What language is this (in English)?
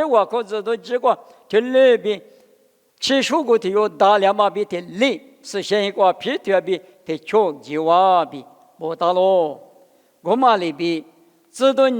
Lisu